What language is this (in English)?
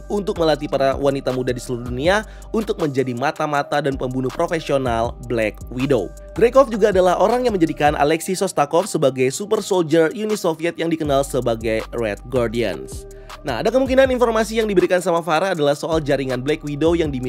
Indonesian